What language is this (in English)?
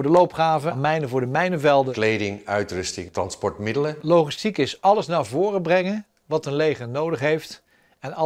Dutch